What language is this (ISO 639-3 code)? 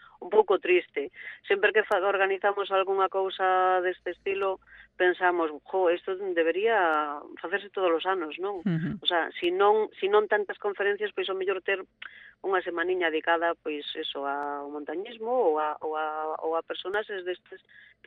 glg